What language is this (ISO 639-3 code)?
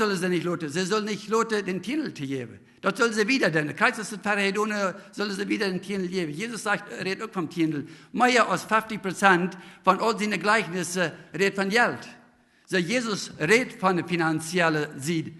pdt